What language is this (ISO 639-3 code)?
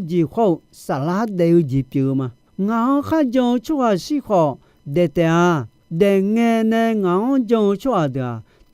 ahk